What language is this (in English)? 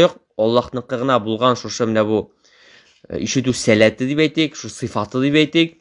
Tatar